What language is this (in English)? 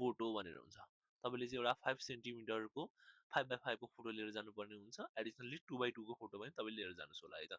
Nepali